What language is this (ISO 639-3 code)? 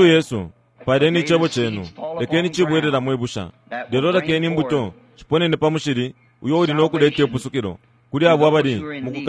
bem